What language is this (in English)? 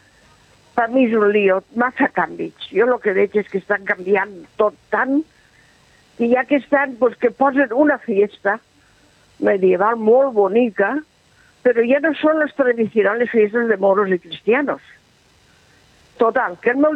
Catalan